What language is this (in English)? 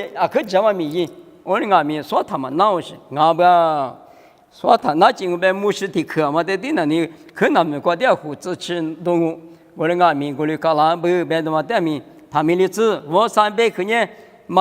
Lisu